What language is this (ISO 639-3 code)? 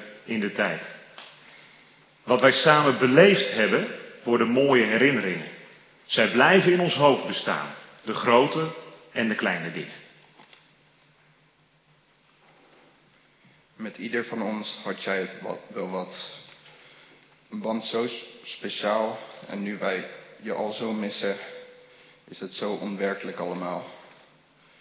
nld